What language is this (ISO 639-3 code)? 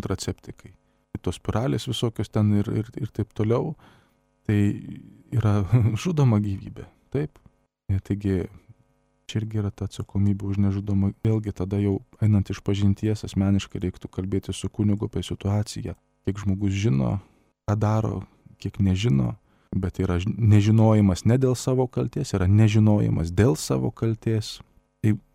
lit